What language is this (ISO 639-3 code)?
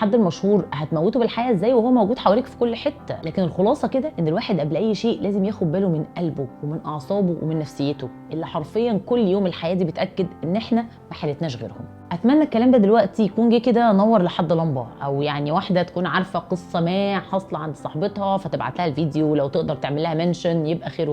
arz